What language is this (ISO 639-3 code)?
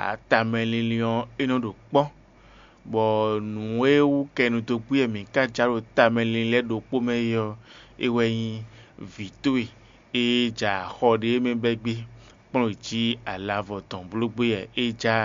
fon